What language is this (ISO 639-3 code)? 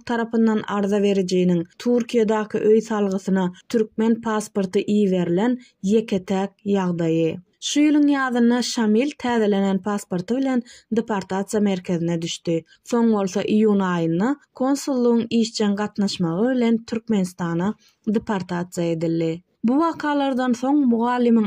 tuk